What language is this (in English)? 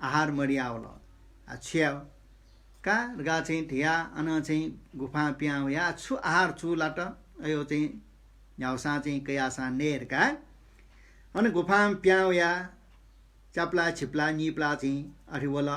Newari